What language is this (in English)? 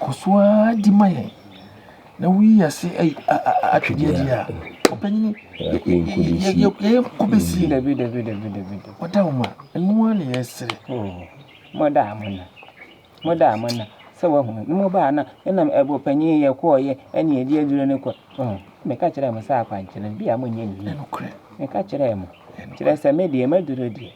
Akan